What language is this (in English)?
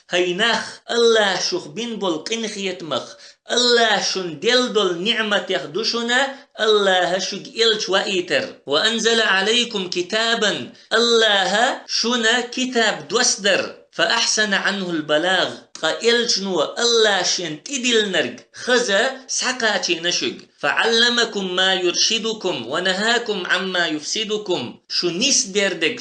Chechen